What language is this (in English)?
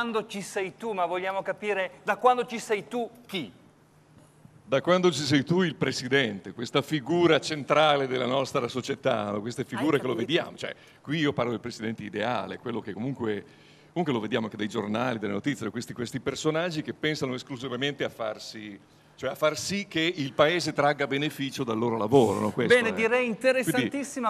Italian